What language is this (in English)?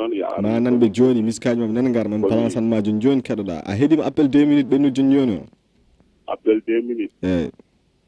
Fula